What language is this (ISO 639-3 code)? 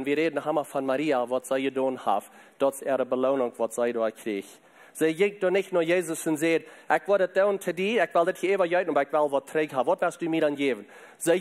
pdt